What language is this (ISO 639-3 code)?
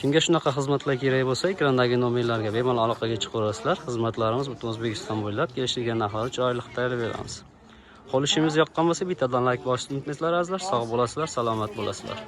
uzb